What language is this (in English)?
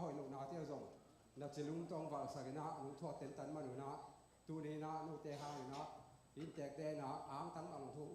Tedim Chin